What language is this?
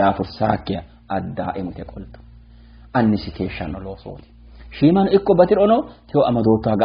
Sidamo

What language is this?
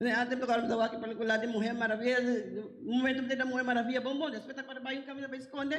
Papiamento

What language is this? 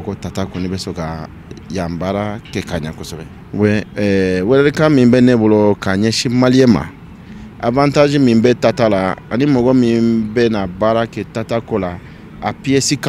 Bambara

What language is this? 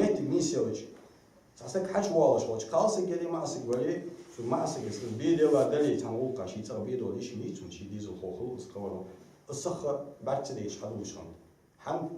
Ingush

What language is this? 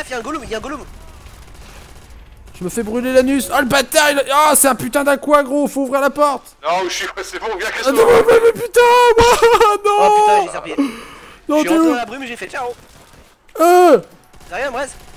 French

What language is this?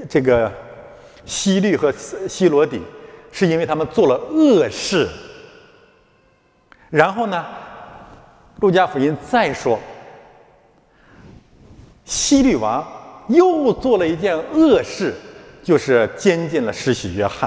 Chinese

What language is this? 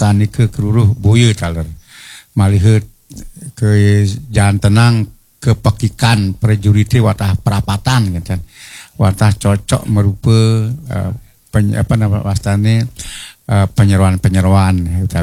Balinese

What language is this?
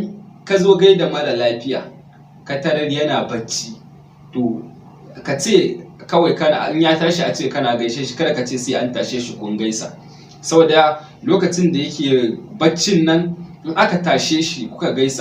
Hausa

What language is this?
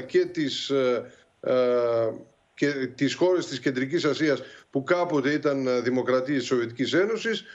Greek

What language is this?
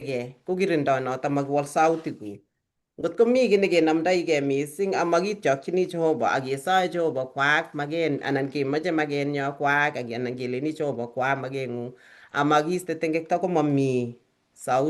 Kalenjin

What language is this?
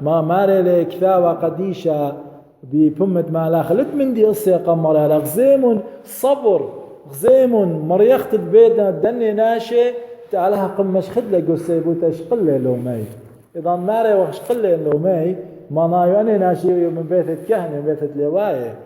Assyrian Neo-Aramaic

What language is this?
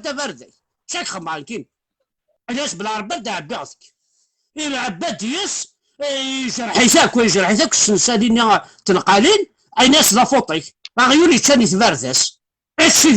Kabyle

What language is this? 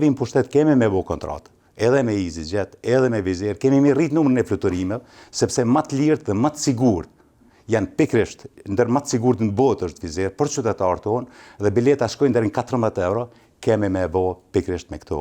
Albanian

